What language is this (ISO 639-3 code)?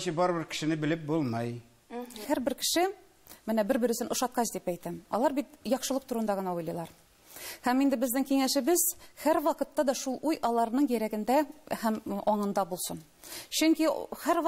tat